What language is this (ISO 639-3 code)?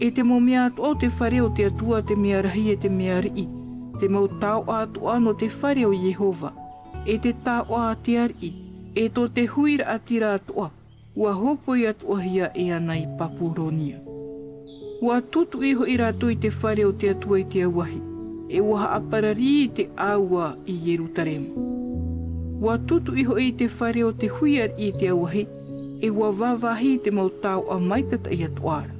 tah